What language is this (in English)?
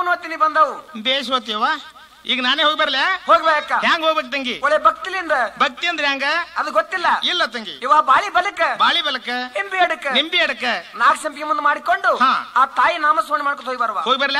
Kannada